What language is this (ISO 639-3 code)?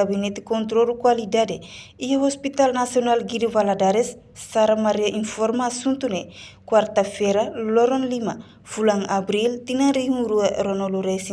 tet